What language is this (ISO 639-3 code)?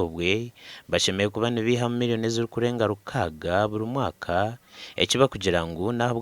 nyn